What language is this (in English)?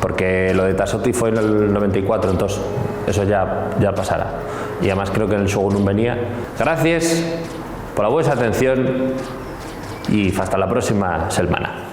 Asturian